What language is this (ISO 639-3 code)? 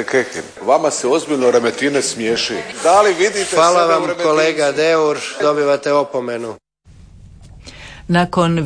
hrv